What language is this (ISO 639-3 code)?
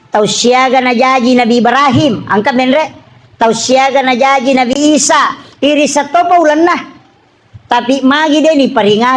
bug